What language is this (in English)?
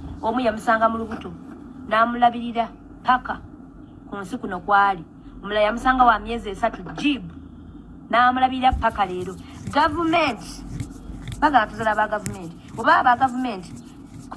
Ganda